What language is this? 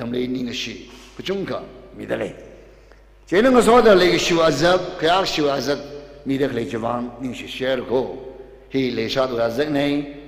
Tangkhul Naga (India)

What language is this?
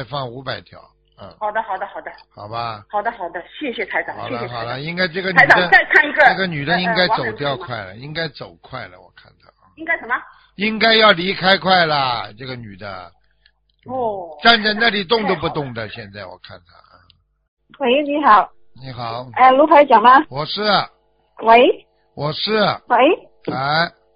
Chinese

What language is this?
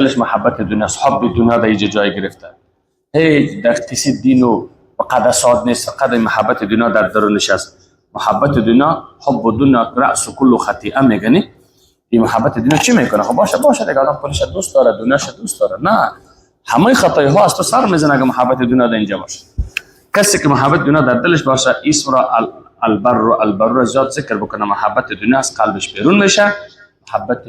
Persian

